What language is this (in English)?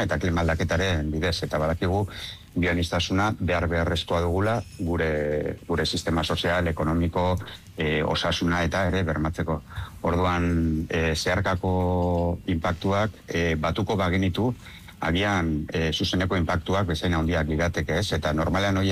Basque